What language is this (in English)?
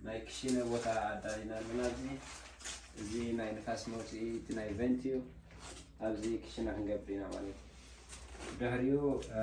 Tigrinya